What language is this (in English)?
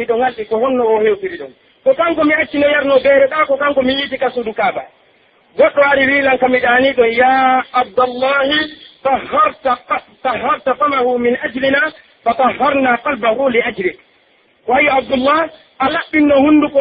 Pular